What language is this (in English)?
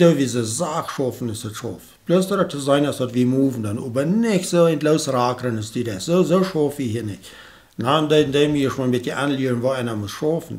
Plautdietsch